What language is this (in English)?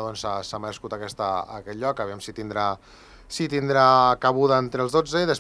Catalan